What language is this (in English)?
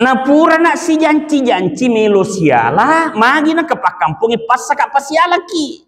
Buginese